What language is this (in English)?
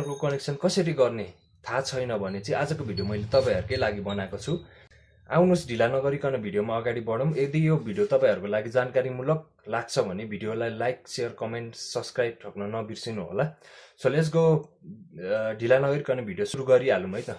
Nepali